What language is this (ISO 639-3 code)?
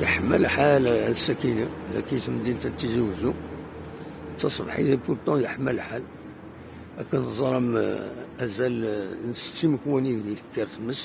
kab